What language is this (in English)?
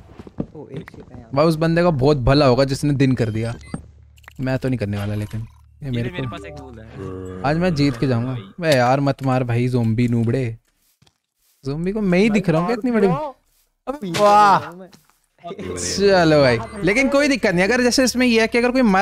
Hindi